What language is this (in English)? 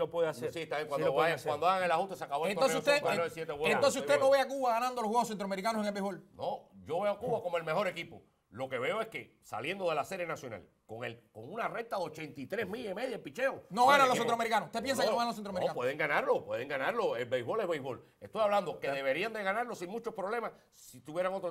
Spanish